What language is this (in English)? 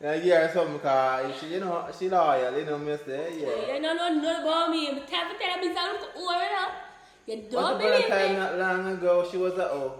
Jamaican Creole English